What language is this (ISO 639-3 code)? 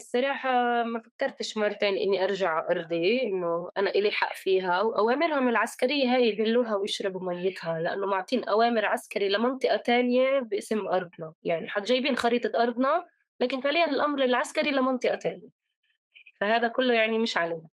apc